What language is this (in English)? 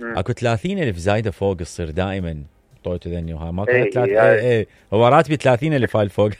Mesopotamian Arabic